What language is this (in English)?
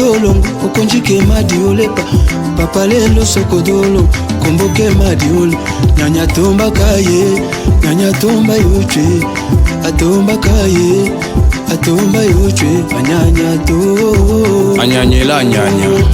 Tetela